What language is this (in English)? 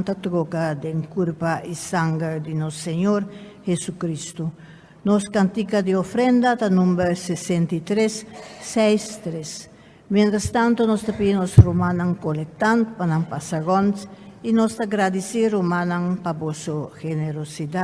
Papiamento